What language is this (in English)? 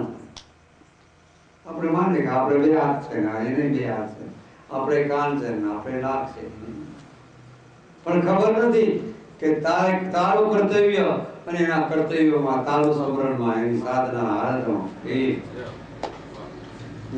Gujarati